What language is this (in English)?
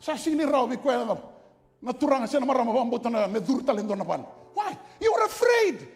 Fijian